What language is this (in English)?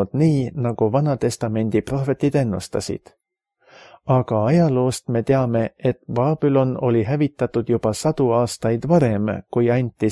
Estonian